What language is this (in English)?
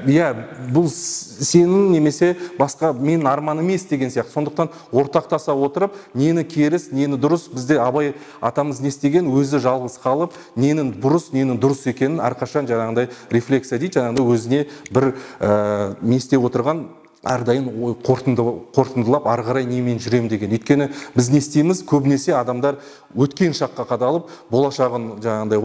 Kazakh